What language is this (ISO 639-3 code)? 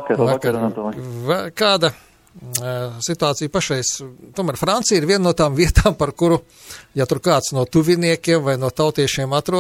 lav